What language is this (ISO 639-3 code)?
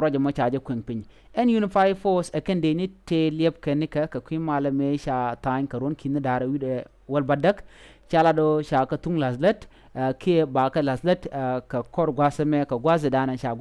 nus